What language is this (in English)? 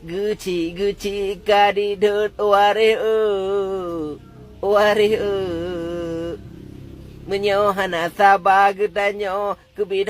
Achinese